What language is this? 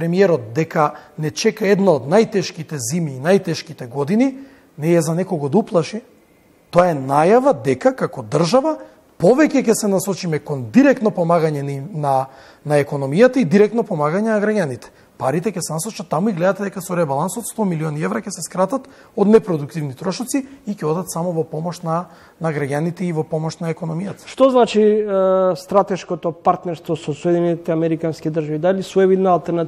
Macedonian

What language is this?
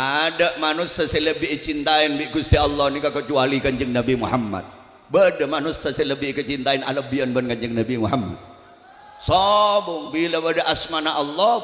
Madurese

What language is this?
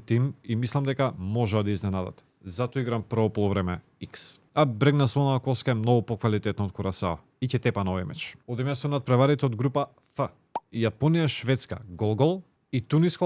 Macedonian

